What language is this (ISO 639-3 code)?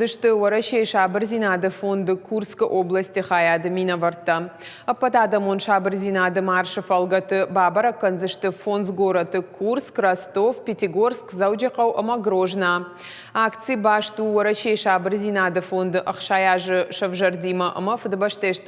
oss